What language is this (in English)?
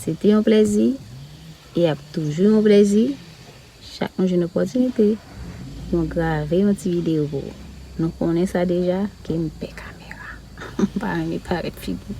Haitian Creole